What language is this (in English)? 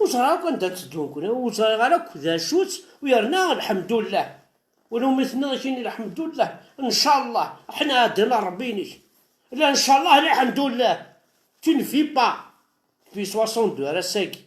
Kabyle